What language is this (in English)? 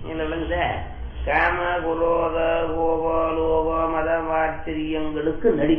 Tamil